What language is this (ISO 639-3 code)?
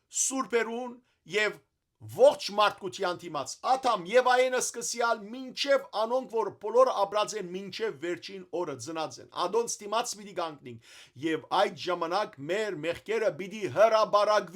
hyw